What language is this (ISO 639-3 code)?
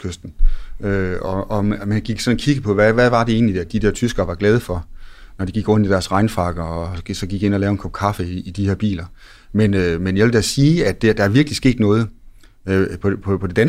dan